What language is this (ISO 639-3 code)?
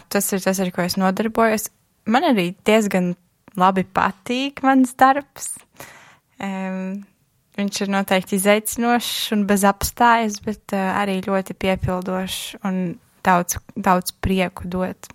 lav